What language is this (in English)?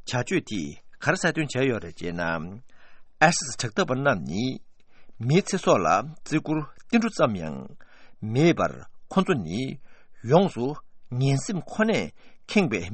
Tibetan